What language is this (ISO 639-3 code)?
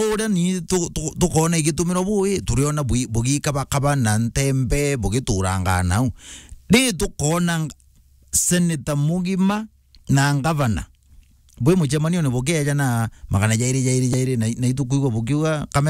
mer